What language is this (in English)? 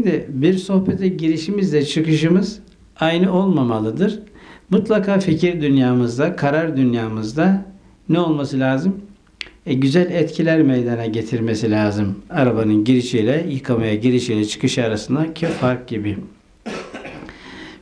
Turkish